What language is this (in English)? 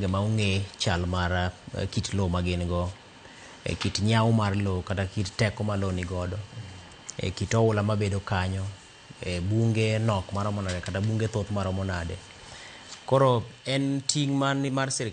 Luo (Kenya and Tanzania)